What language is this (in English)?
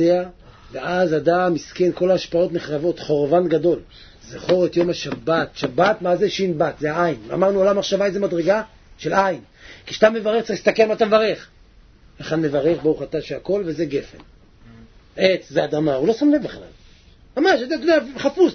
Hebrew